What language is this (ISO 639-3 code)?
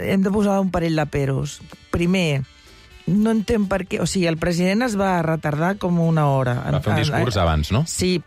cat